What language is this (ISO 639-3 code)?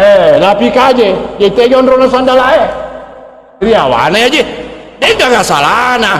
bug